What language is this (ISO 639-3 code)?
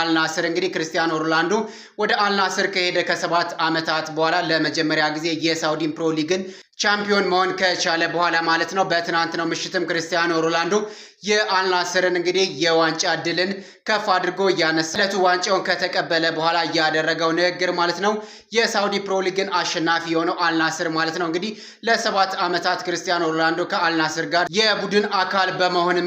amh